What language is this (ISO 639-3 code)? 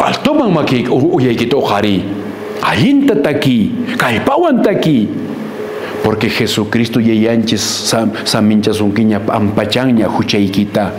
que